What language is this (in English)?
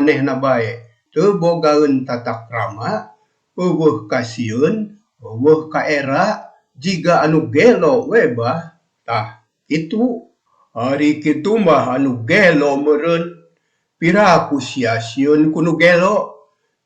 Sundanese